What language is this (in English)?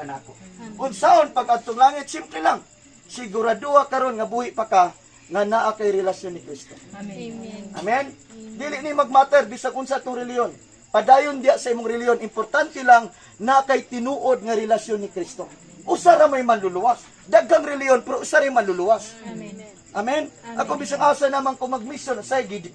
Cebuano